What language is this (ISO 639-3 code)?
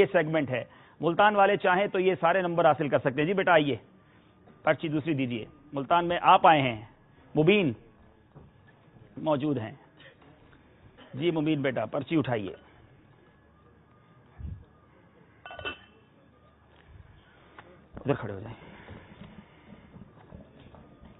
urd